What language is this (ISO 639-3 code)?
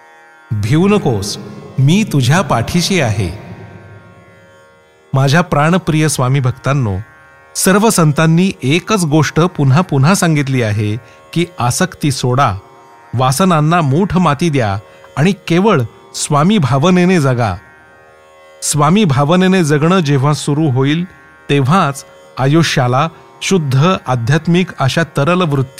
mar